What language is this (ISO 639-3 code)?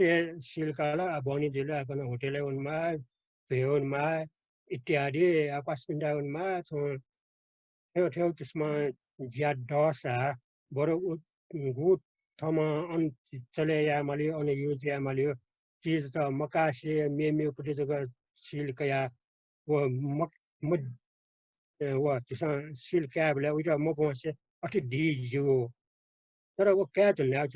new